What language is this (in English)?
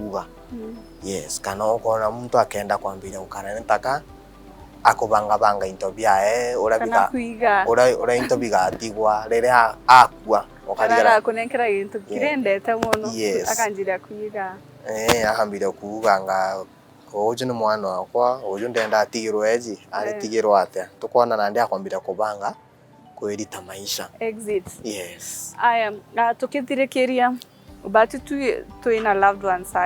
Meru